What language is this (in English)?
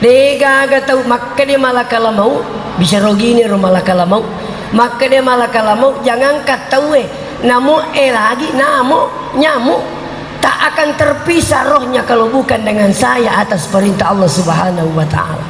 Buginese